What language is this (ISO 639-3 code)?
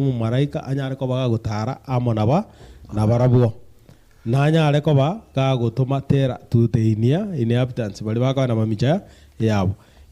guz